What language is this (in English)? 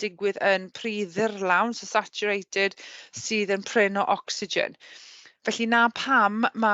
Welsh